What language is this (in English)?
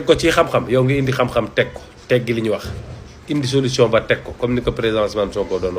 Wolof